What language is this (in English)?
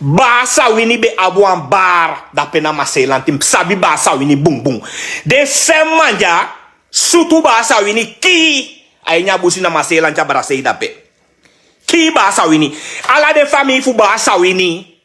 Sranan Tongo